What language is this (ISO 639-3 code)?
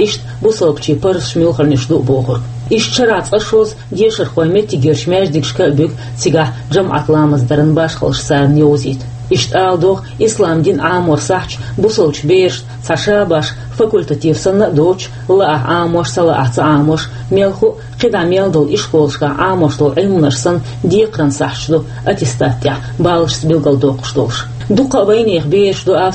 che